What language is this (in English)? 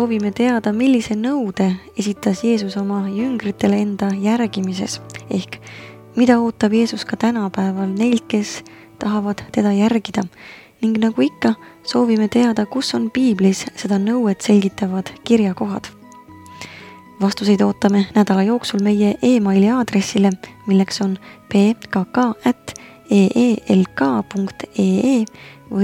Estonian